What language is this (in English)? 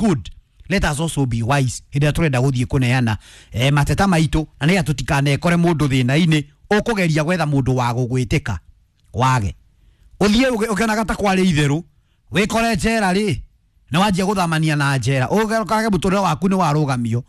Kikuyu